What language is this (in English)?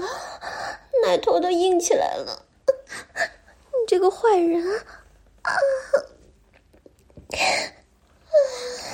Chinese